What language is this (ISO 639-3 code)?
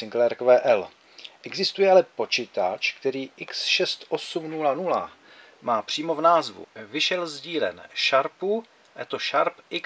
ces